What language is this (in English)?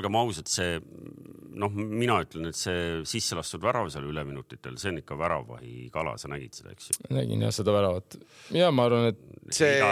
Estonian